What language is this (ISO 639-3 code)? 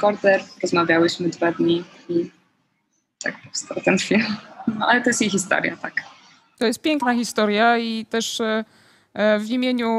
pol